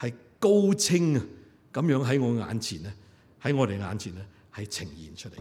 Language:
Cantonese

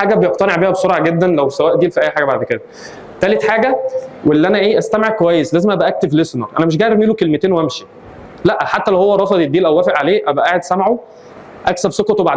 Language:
Egyptian Arabic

